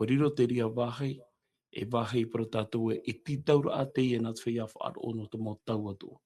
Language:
Tahitian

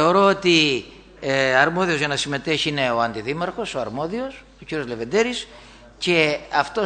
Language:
Greek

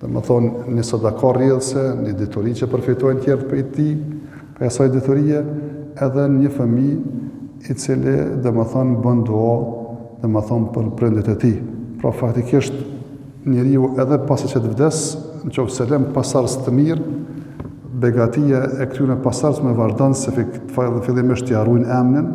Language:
Albanian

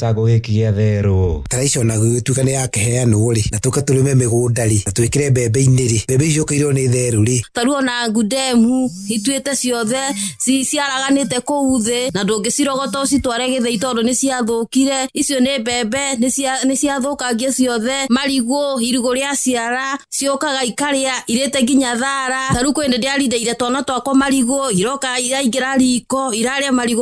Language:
Kikuyu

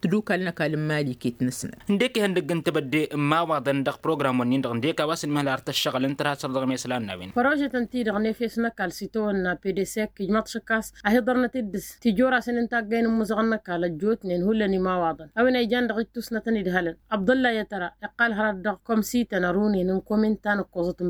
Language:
Tamasheq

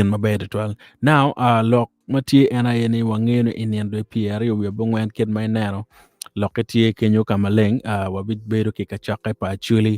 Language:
Acoli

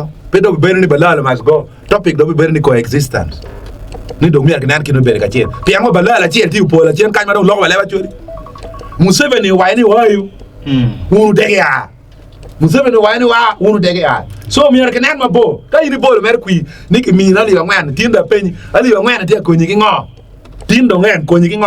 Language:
Acoli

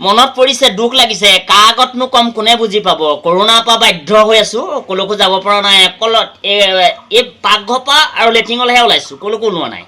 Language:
Assamese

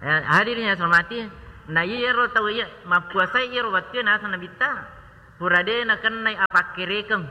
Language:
Buginese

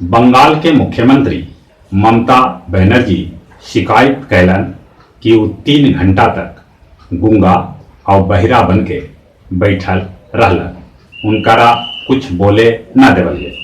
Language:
Magahi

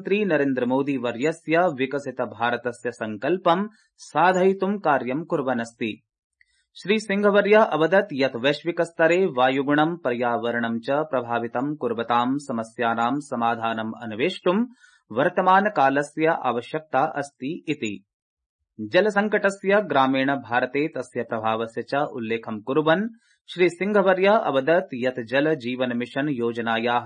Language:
Sanskrit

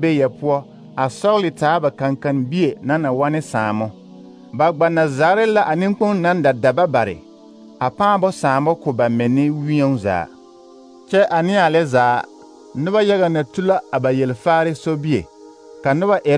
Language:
Southern Dagaare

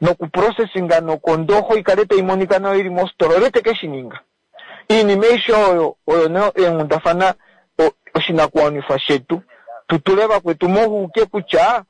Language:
Kuanyama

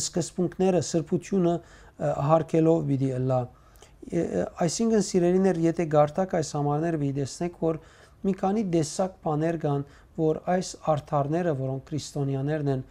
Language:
Western Armenian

